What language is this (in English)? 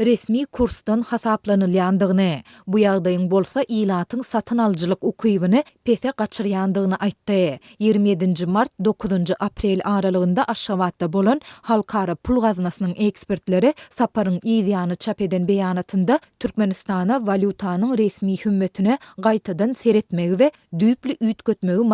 Turkmen